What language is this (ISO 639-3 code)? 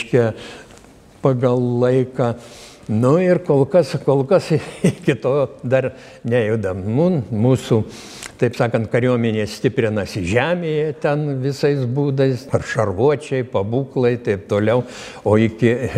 lit